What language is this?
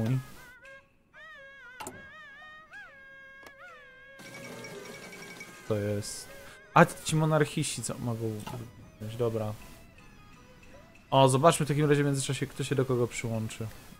Polish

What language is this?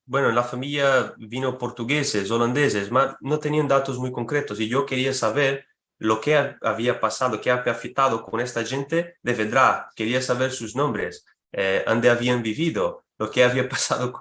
Ladino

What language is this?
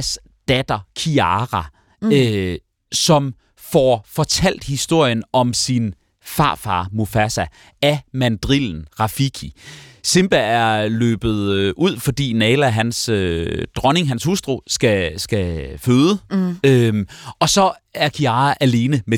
Danish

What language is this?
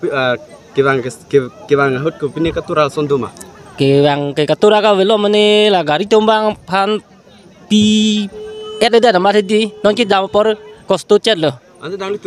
Karbi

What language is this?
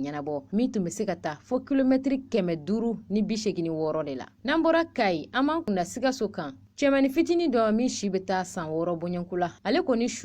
Bambara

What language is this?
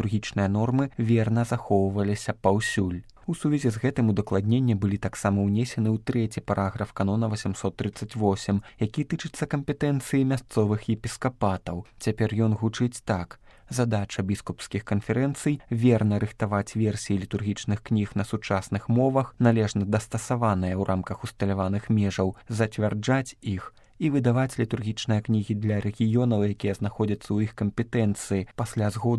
Belarusian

